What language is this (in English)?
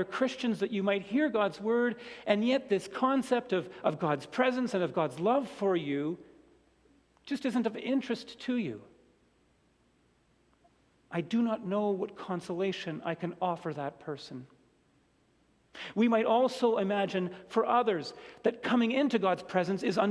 English